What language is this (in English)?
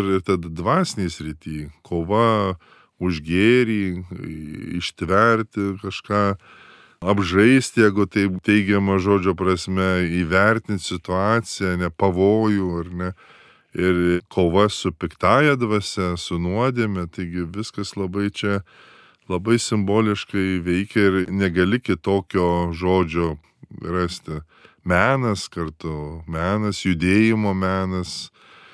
Lithuanian